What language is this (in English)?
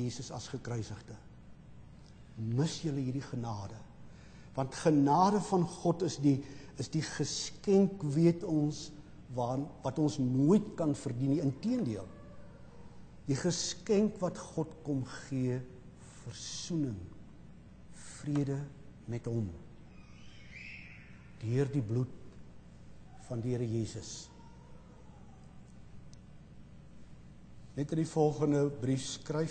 Afrikaans